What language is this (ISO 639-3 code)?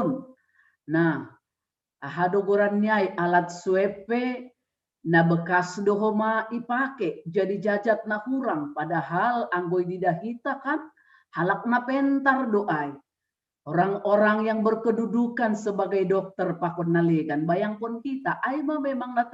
bts